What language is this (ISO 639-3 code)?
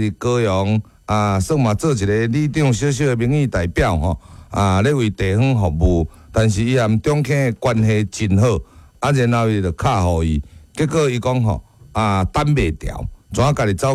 nan